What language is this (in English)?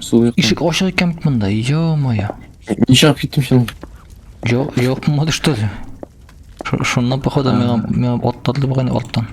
Tatar